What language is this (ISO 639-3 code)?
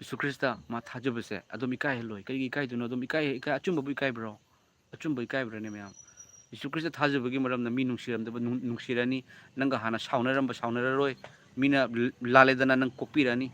mni